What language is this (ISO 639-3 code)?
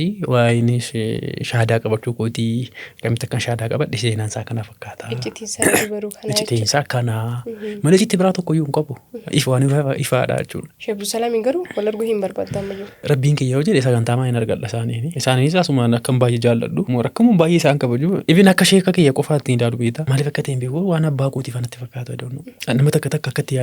orm